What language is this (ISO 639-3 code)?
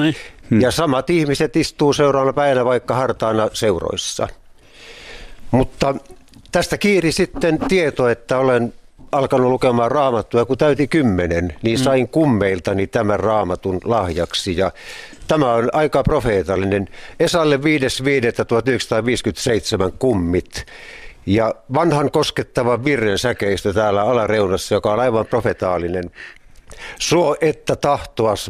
fin